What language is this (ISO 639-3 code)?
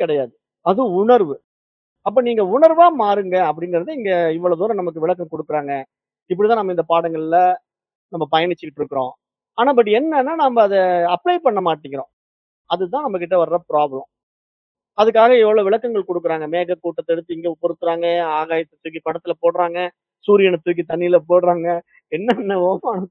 tam